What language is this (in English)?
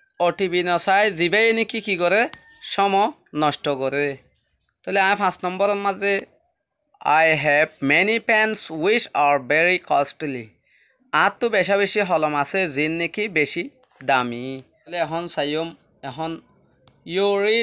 Rohingya